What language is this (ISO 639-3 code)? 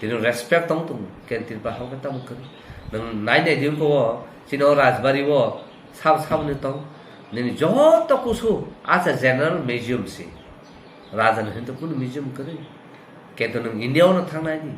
trp